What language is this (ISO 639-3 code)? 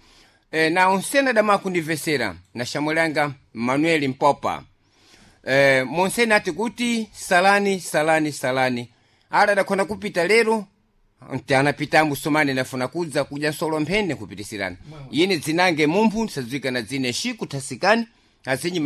seh